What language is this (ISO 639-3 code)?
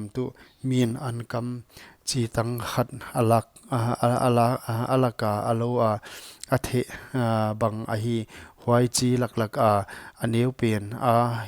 pck